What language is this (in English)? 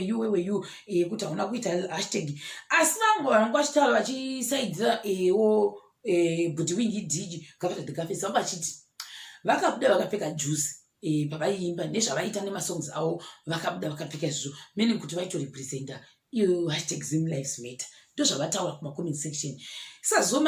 Shona